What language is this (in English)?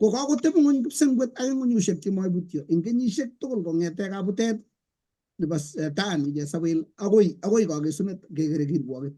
Kalenjin